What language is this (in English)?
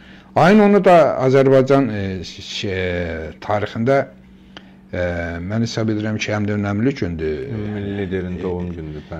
Azerbaijani